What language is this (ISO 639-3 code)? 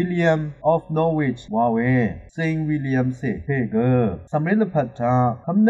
raw